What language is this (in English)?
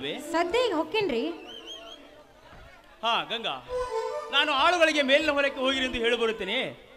Kannada